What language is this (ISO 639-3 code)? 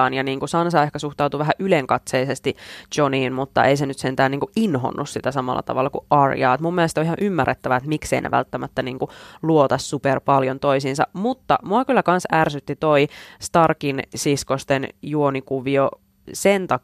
fin